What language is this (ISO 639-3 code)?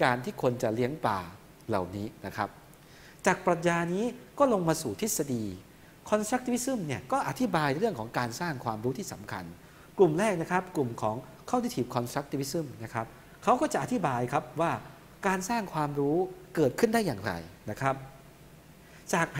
tha